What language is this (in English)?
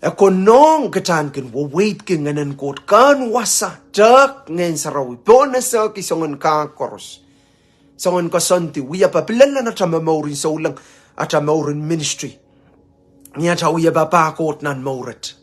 Pohnpeian